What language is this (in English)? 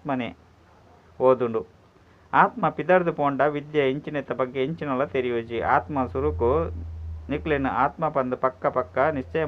Tulu